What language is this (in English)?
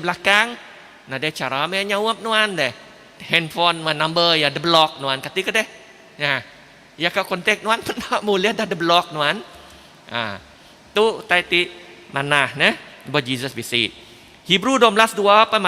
Iban